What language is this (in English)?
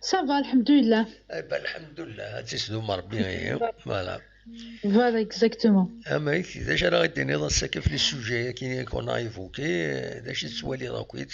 Kabyle